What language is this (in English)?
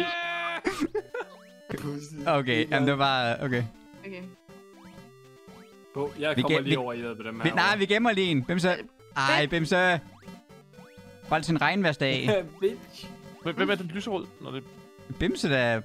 Danish